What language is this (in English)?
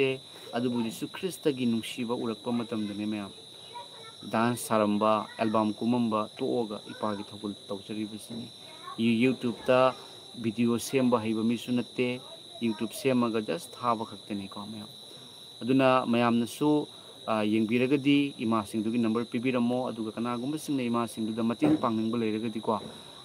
Manipuri